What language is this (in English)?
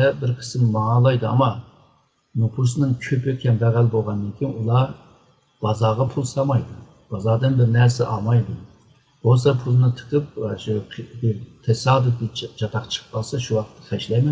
Uyghur